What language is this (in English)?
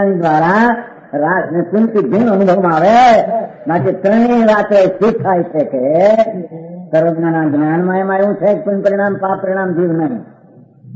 Gujarati